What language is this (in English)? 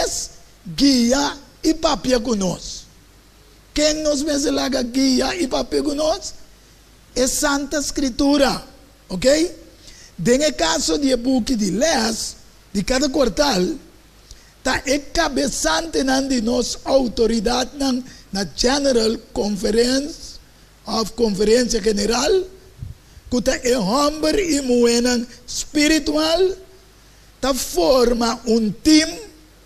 Papiamento